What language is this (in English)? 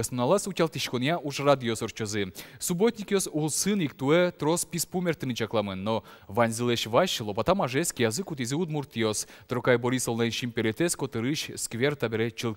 Udmurt